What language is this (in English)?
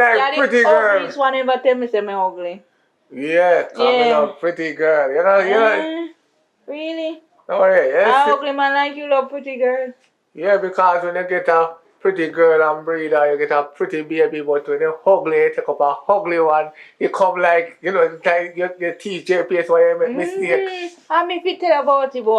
Jamaican Creole English